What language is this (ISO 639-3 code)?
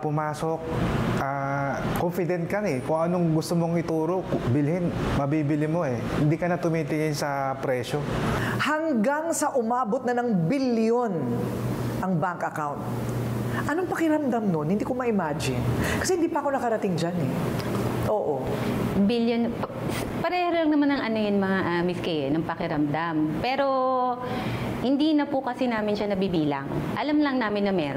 fil